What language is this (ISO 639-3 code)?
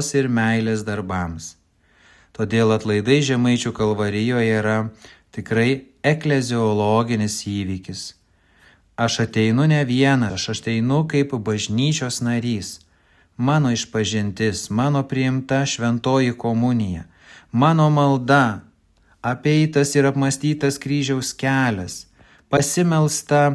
lit